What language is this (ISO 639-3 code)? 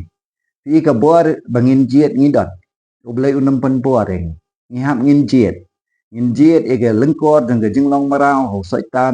kha